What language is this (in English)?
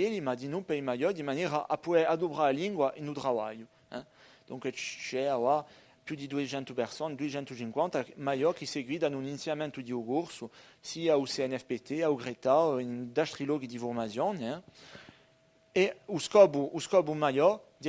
Corsican